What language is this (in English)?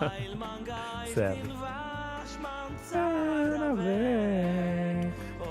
Yiddish